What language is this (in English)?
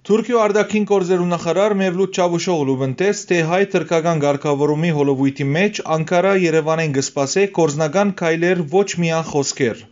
Western Armenian